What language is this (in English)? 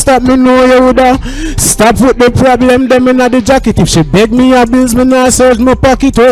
Jamaican Creole English